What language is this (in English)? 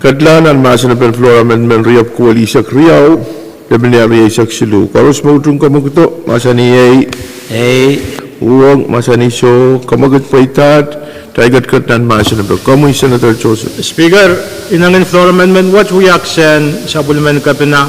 Pohnpeian